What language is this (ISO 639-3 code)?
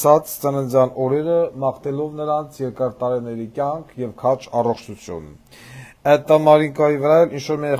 hye